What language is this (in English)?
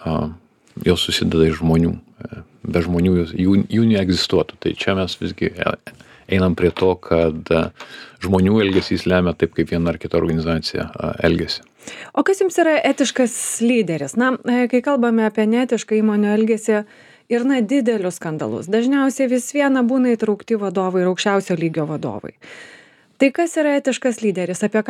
Lithuanian